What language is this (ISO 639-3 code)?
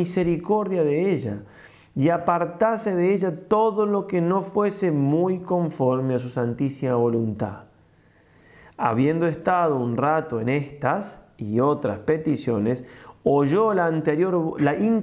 spa